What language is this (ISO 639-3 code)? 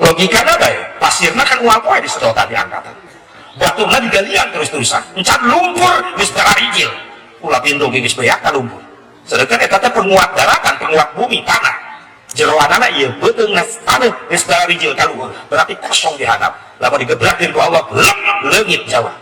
sun